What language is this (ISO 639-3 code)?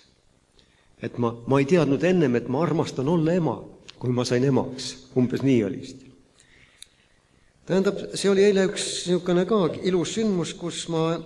est